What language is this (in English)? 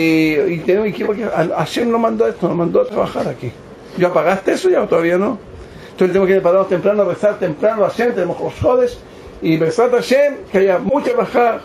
Spanish